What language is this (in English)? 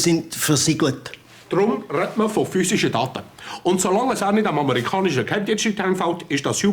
Swiss German